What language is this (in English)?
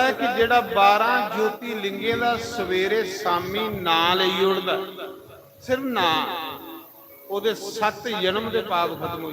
Dogri